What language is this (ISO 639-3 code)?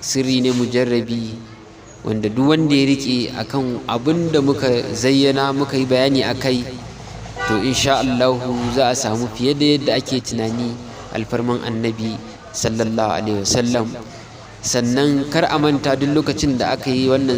hau